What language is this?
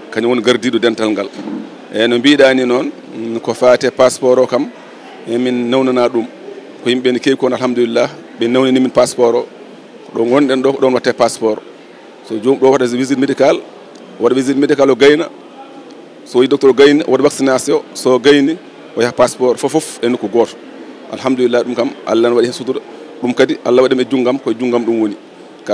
Fula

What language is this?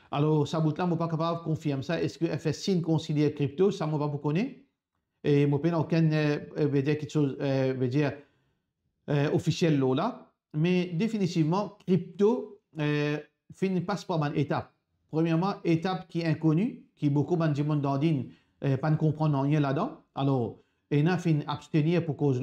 Morisyen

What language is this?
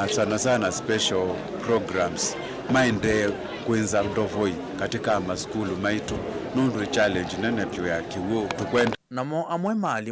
Kamba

